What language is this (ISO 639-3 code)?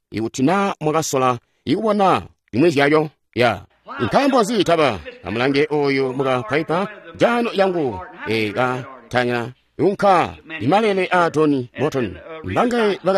toi